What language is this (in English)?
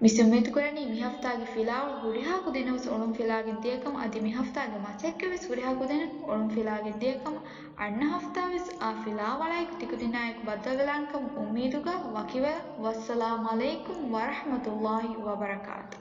Divehi